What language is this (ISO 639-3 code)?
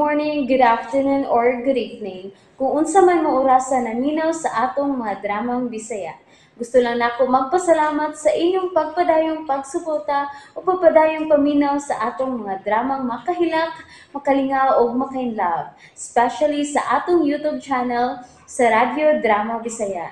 ceb